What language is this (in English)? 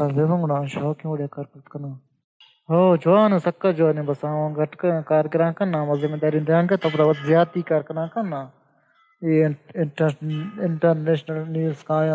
Baluchi